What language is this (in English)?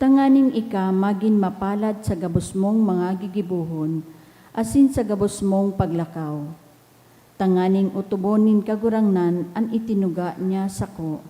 Bikol